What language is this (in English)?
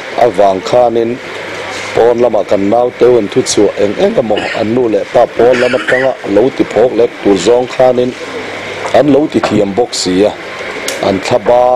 Mizo